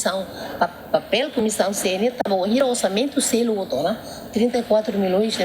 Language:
Tetum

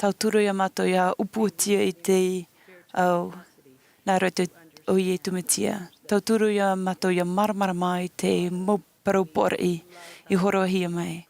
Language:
Tahitian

